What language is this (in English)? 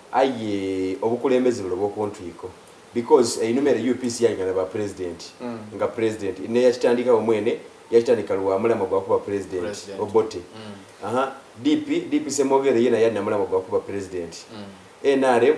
Soga